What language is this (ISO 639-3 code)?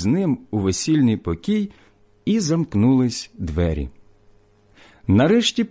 ukr